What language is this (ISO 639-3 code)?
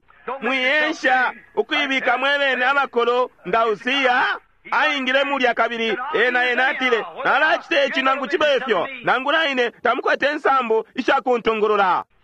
bem